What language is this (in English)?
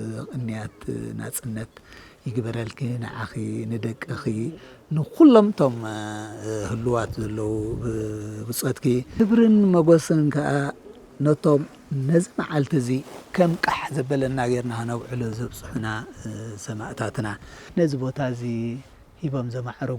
Tigrinya